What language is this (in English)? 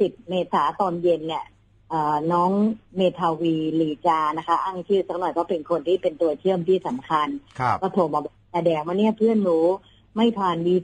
Thai